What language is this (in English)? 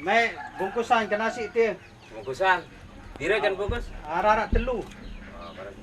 Sasak